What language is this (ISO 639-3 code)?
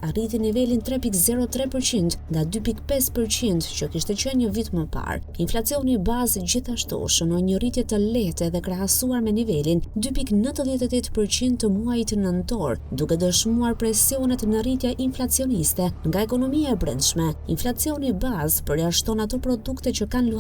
sqi